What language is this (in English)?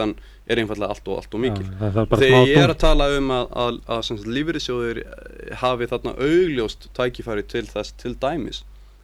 Icelandic